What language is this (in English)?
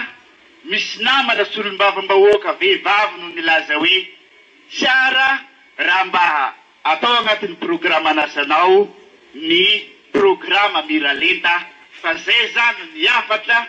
Malagasy